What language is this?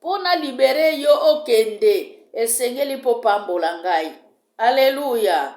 Lingala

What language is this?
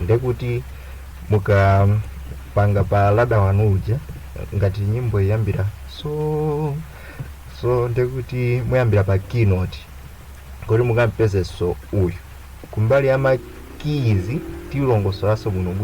Nyanja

